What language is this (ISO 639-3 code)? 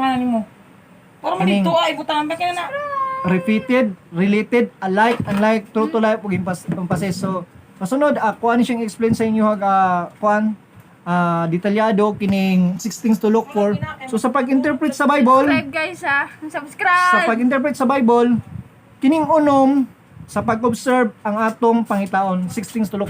ceb